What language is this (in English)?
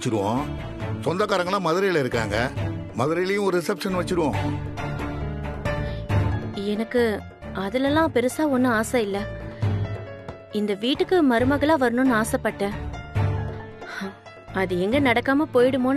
Tamil